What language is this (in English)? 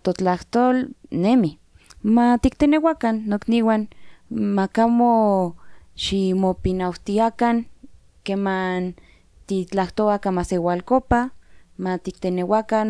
Central Nahuatl